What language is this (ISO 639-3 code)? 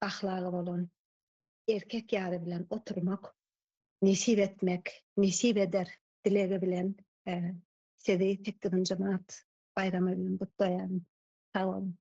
tuk